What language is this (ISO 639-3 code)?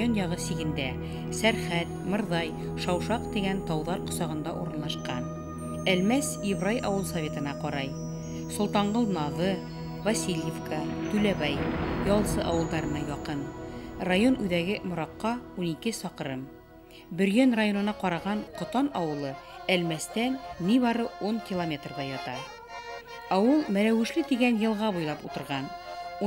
bak